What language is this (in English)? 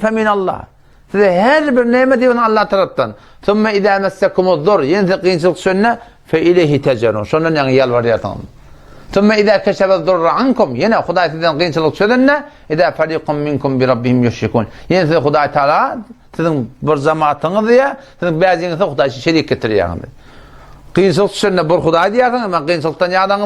Turkmen